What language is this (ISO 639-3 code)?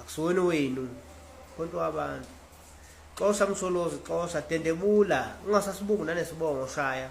zul